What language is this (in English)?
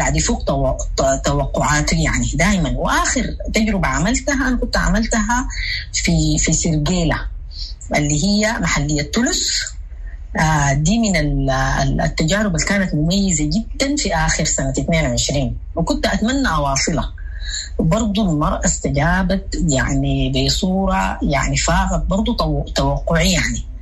Sudanese Arabic